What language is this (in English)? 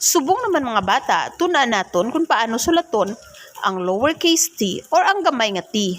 Hiligaynon